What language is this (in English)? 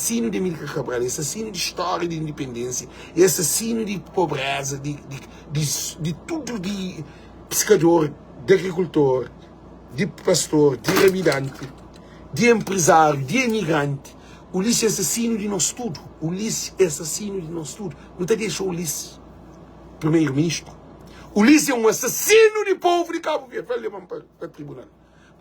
Kabuverdianu